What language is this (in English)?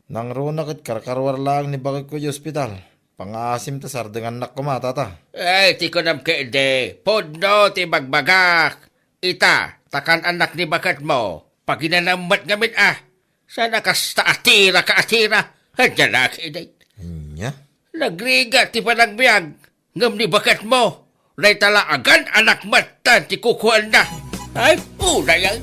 Iloko